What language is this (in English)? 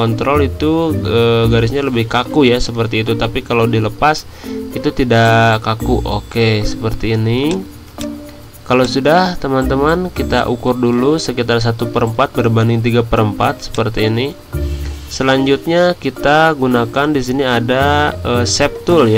Indonesian